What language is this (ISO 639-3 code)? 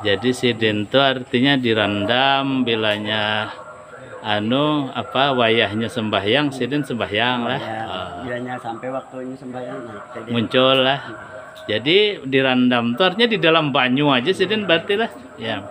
bjn